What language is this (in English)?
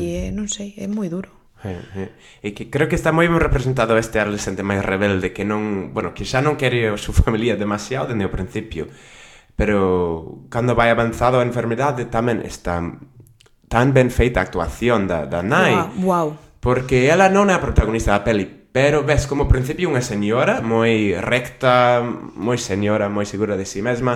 Galician